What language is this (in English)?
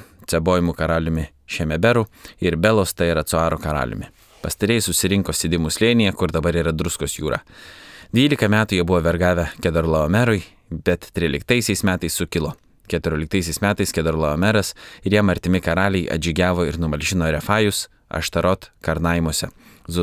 Lithuanian